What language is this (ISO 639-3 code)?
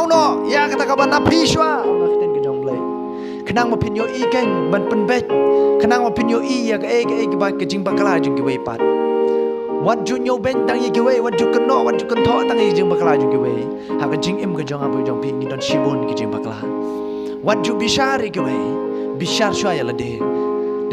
kha